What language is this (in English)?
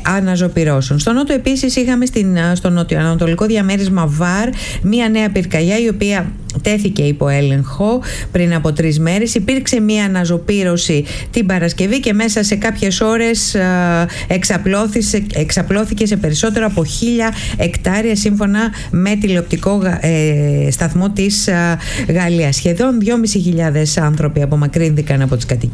Greek